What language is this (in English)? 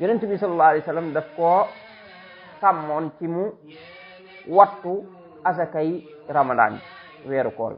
Wolof